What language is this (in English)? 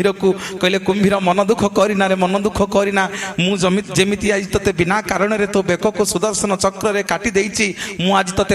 Odia